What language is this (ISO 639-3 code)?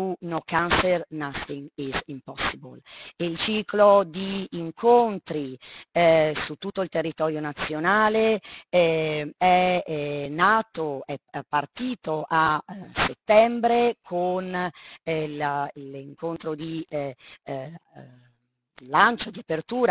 ita